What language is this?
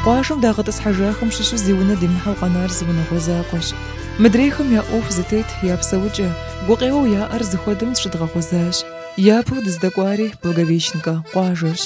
Kabardian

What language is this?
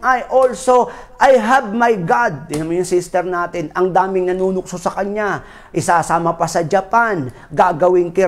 Filipino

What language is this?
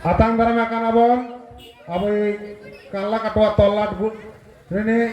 Santali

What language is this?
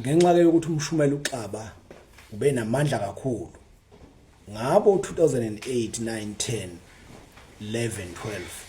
Zulu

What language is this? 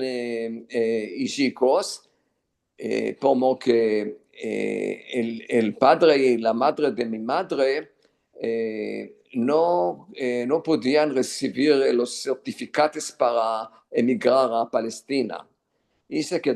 Ladino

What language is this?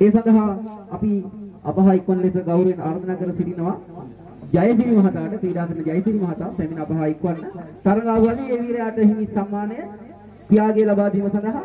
Sinhala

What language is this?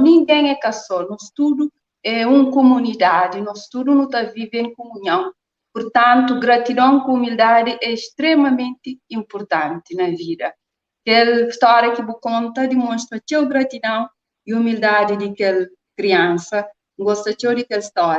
Kabuverdianu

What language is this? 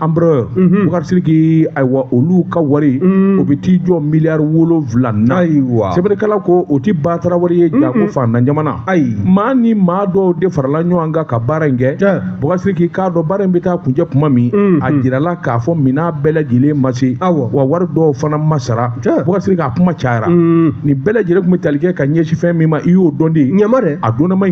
Bambara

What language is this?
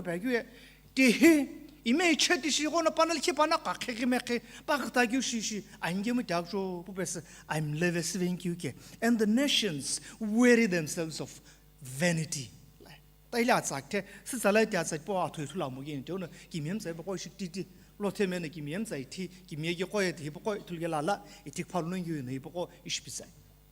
Sumi Naga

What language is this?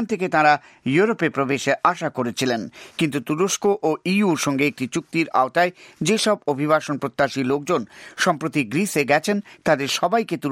Bangla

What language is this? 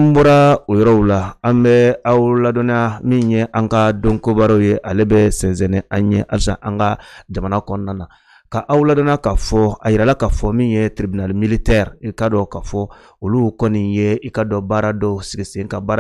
Bambara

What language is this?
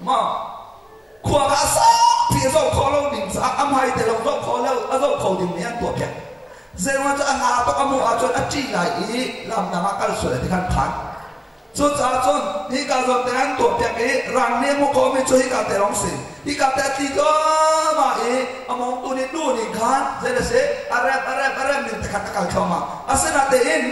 Hakha Chin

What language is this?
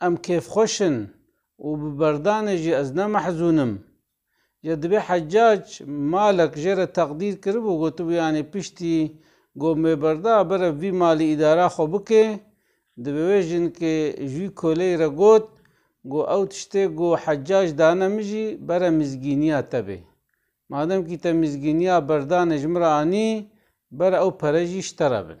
Kurdish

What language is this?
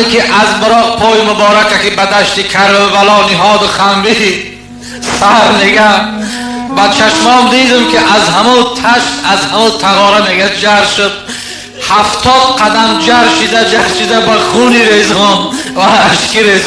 Tajik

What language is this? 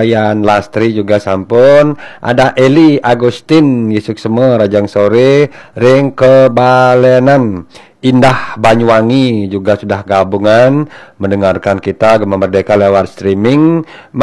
Balinese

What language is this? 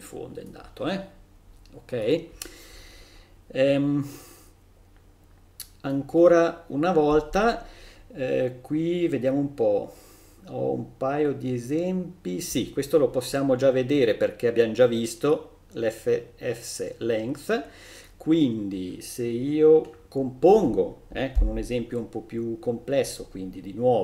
Italian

